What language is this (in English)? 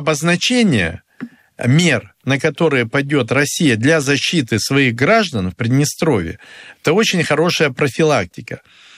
Russian